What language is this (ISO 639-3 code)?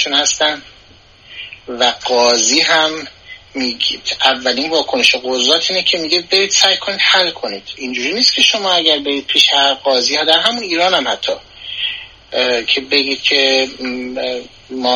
fas